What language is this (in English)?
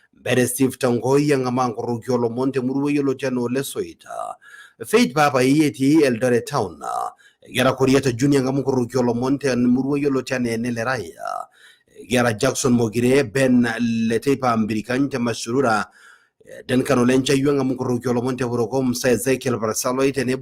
Masai